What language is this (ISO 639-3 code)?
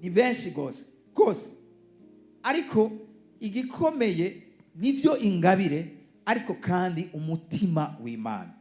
run